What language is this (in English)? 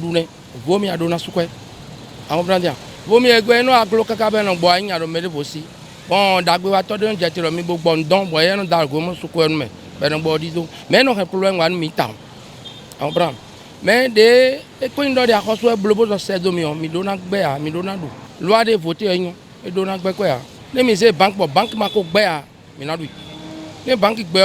Fon